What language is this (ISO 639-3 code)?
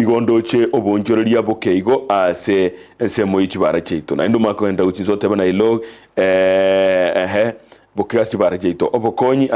guz